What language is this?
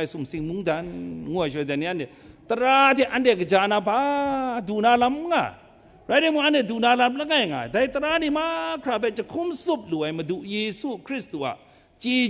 Kachin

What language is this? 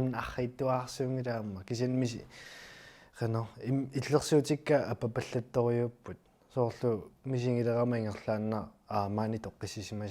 Kalaallisut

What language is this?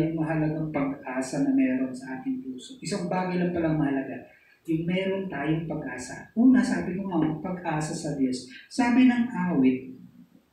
Filipino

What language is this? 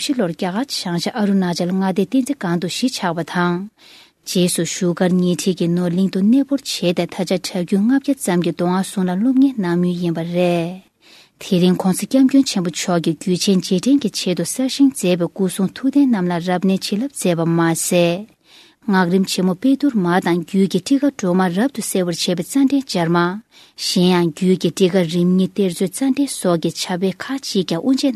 Tibetan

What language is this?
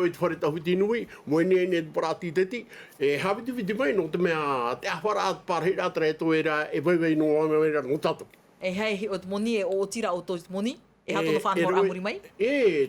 Tahitian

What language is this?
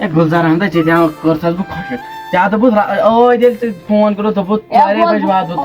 Kashmiri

